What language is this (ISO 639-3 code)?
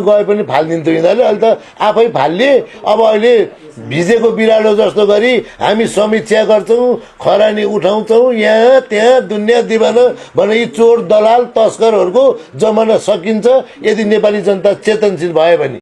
nep